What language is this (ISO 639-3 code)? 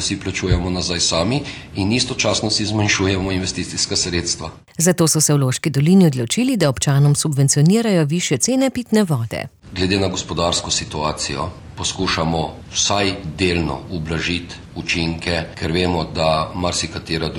slv